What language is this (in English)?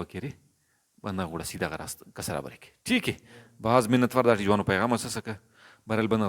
Brahui